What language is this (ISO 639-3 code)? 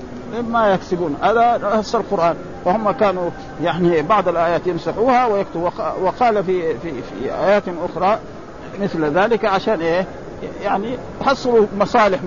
ara